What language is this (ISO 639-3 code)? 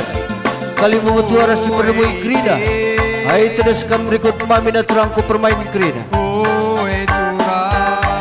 btx